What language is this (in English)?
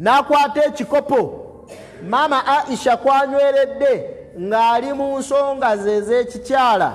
Ganda